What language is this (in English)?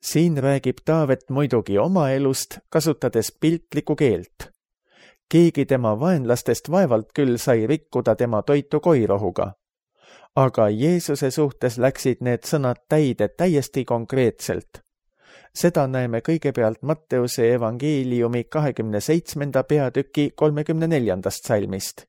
Estonian